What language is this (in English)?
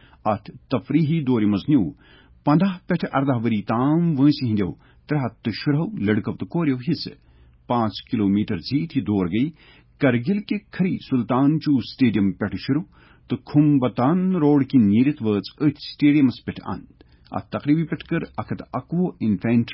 Kashmiri